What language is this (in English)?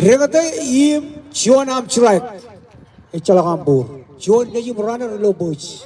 Marshallese